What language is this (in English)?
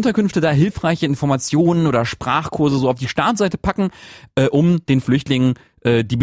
German